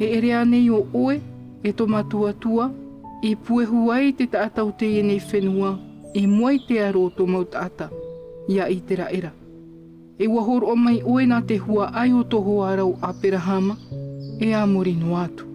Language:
Tahitian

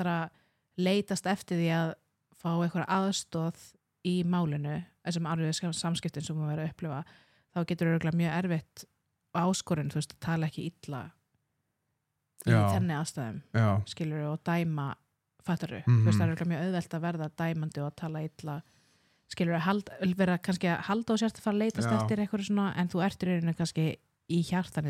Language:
Icelandic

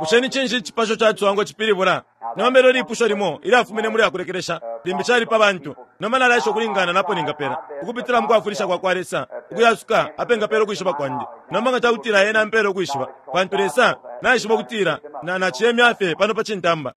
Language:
Bemba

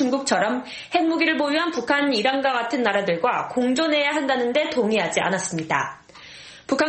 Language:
Korean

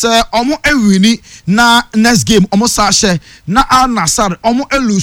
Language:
Akan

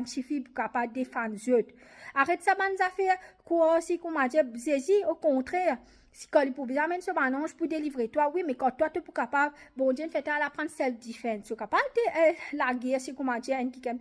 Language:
Morisyen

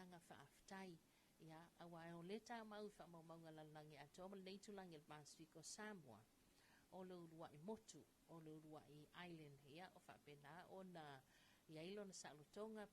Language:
Samoan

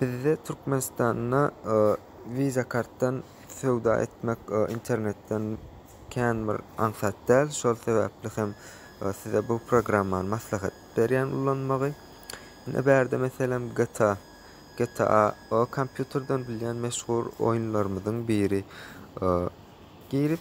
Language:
Turkmen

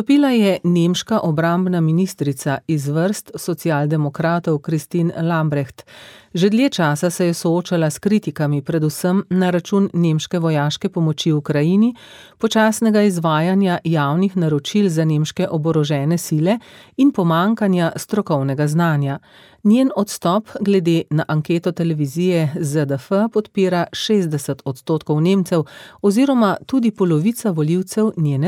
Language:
Slovenian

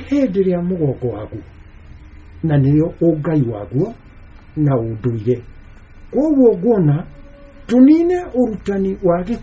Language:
Kikuyu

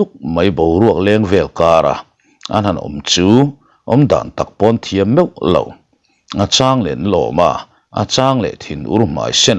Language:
Mizo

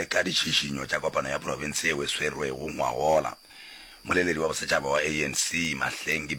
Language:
Northern Sotho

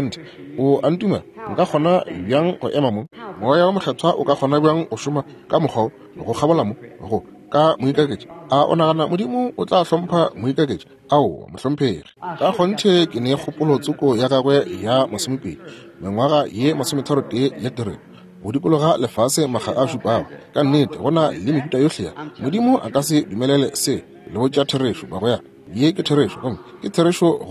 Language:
Northern Sotho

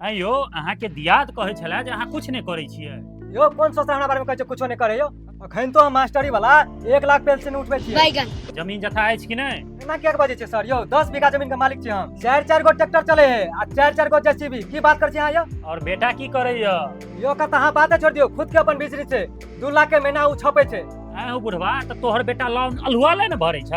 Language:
Maithili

